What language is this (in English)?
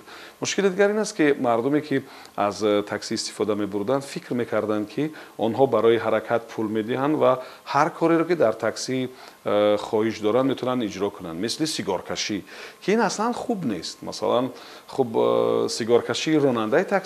Tajik